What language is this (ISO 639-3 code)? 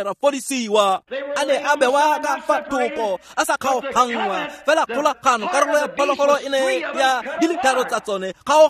tsn